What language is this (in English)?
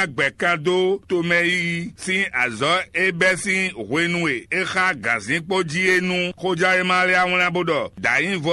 Fon